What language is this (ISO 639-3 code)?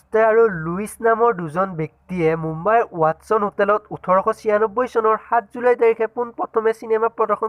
asm